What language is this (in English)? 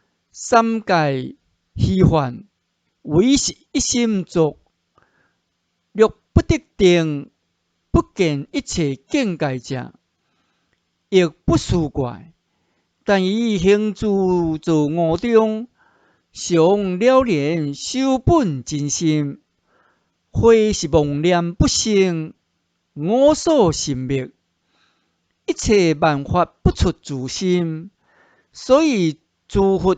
Min Nan Chinese